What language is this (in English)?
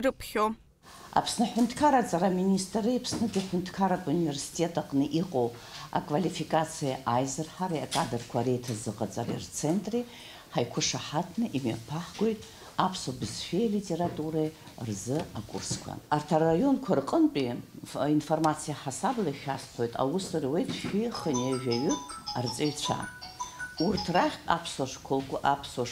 Abkhazian